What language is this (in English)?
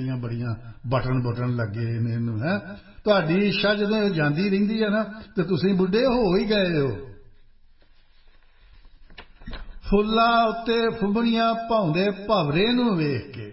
Punjabi